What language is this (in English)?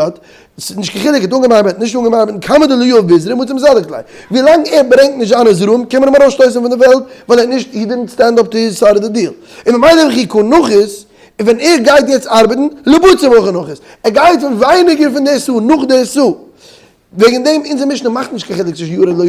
Yiddish